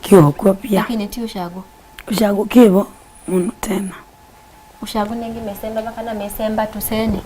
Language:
Kamba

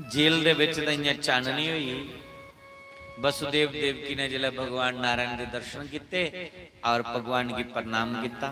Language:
Dogri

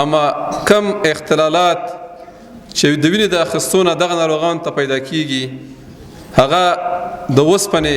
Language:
Pashto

